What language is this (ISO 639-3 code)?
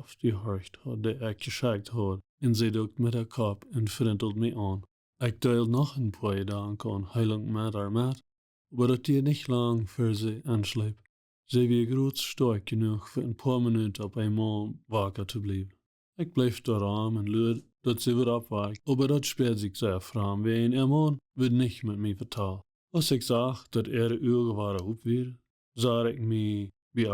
pdt